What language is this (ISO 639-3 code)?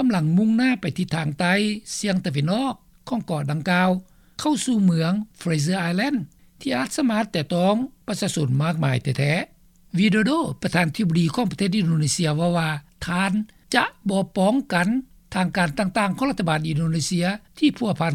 lao